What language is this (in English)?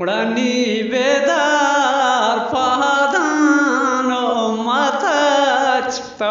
Eastern Balochi